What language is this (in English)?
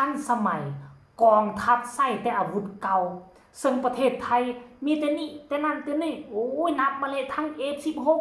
Lao